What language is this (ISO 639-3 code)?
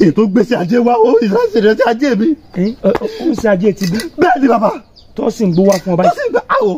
yor